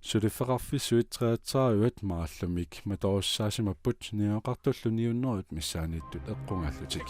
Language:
Kalaallisut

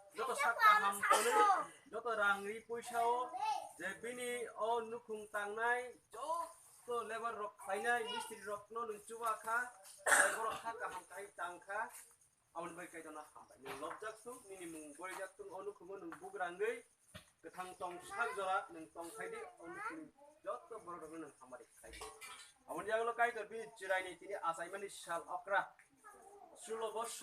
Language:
Kok Borok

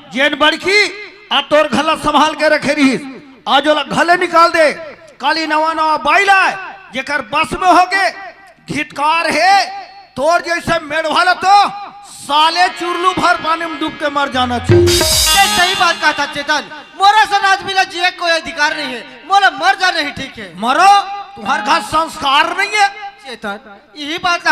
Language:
Chhattisgarhi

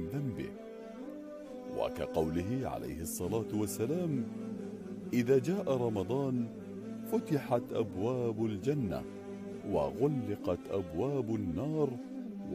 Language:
Arabic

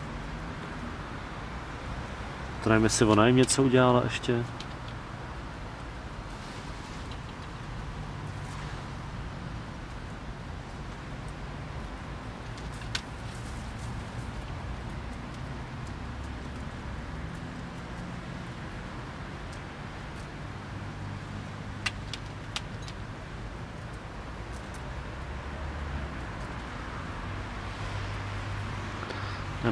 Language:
Czech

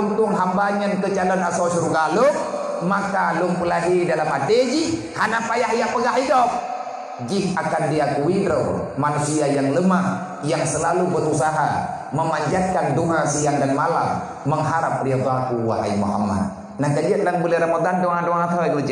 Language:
Achinese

